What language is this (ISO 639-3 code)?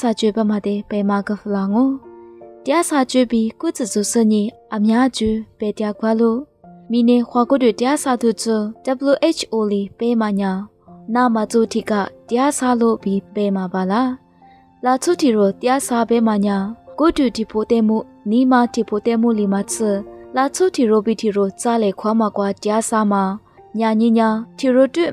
lis